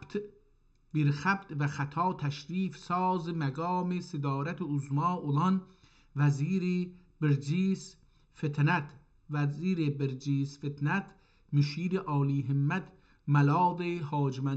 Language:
South Azerbaijani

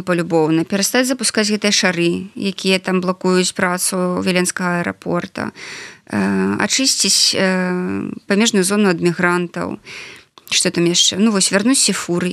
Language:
Belarusian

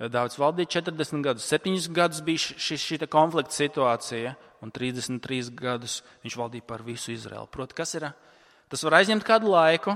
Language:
Latvian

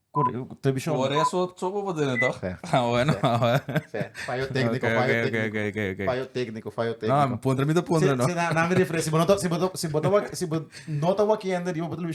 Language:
Papiamento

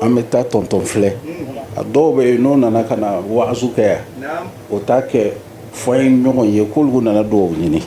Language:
Bambara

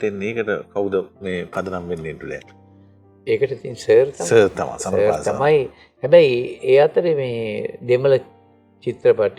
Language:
Sinhala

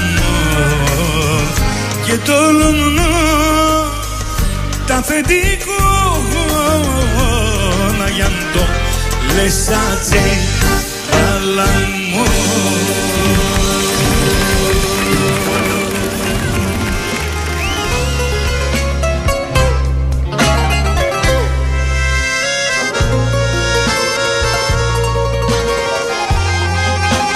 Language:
Greek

